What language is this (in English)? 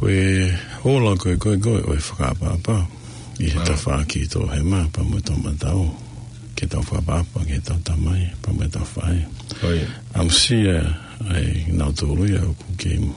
Tongan